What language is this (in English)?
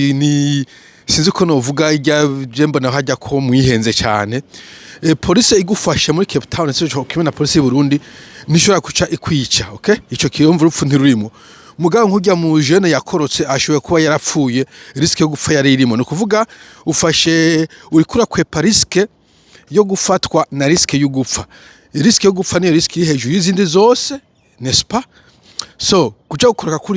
Rundi